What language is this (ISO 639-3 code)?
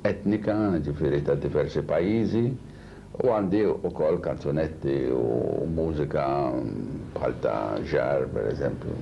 mlt